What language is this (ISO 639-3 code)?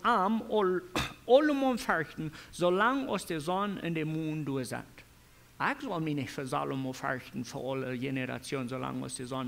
pdt